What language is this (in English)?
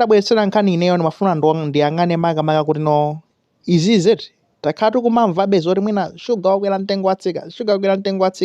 Nyanja